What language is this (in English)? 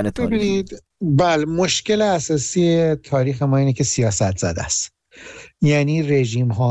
Persian